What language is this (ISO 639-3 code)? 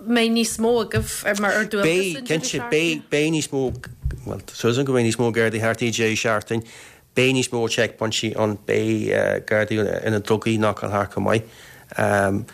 gle